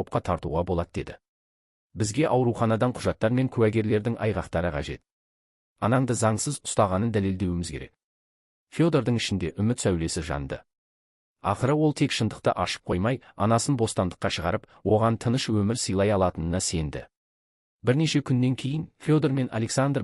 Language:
Kazakh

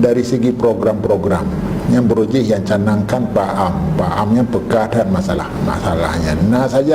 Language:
Achinese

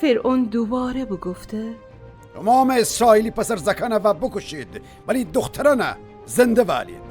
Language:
Gilaki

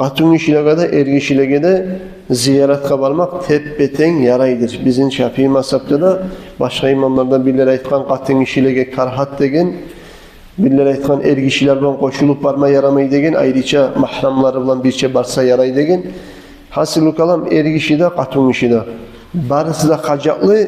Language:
Kumyk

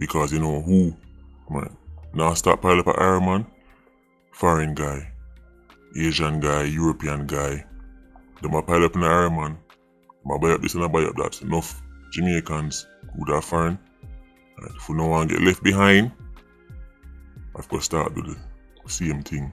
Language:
Jamaican Creole English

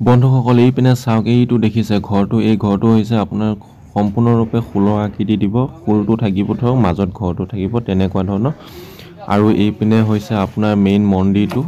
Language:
Assamese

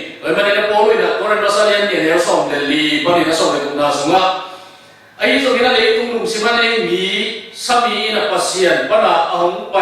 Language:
Tedim Chin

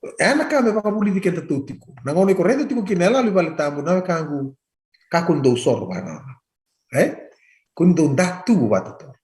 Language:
Fijian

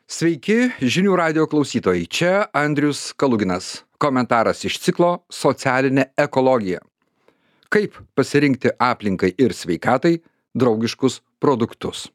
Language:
Lithuanian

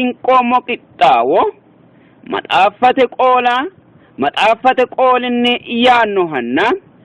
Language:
Sidamo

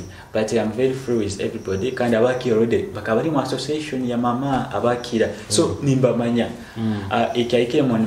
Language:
Nyoro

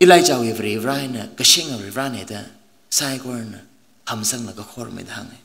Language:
Tangkhul Naga (India)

